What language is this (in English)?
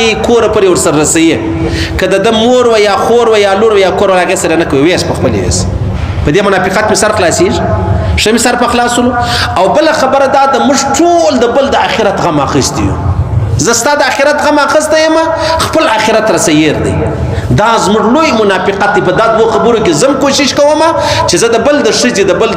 Pashto